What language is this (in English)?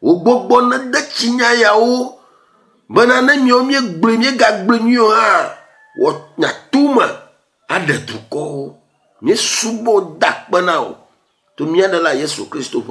Ewe